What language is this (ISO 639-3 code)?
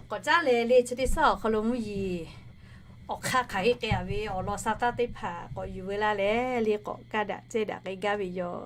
lhu